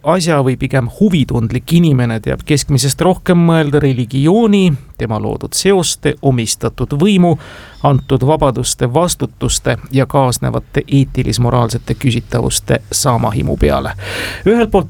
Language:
Estonian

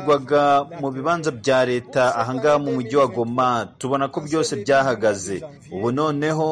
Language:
Kinyarwanda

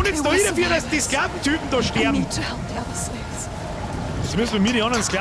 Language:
Bavarian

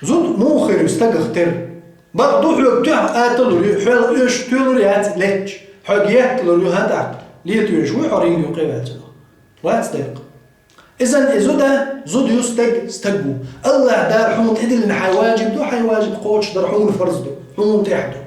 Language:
Chechen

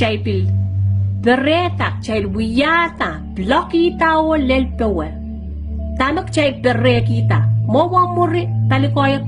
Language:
Pohnpeian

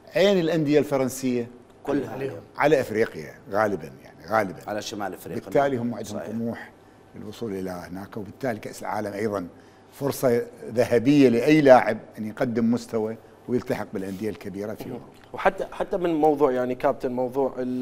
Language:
Mesopotamian Arabic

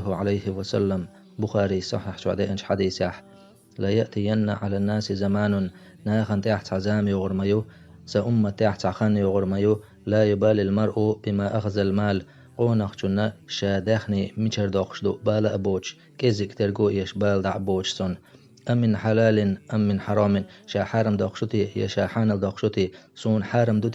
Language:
Chechen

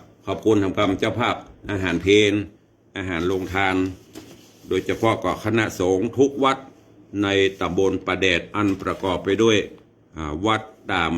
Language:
Northern Thai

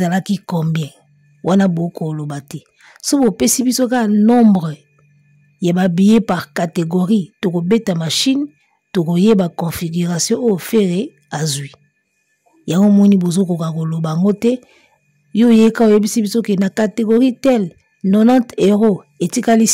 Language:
Lingala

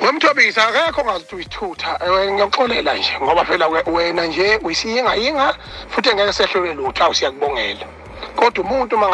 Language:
Zulu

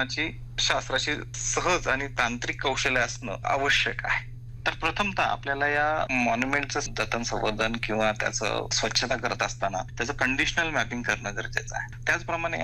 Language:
Marathi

